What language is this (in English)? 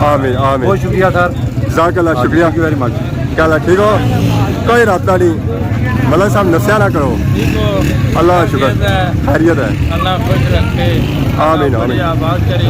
Pahari-Potwari